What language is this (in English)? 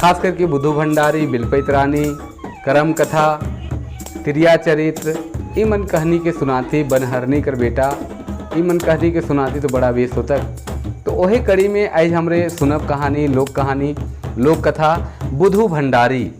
Sadri